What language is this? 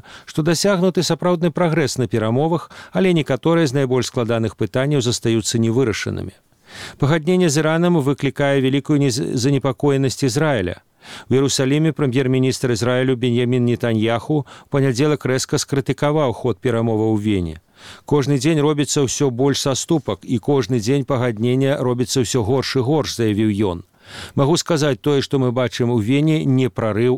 Belarusian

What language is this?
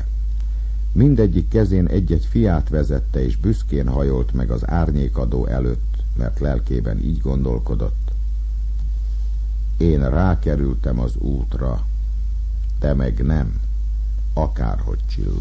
Hungarian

